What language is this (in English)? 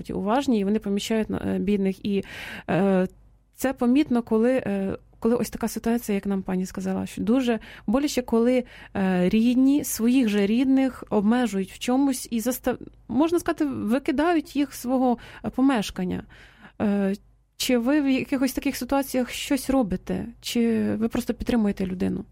Ukrainian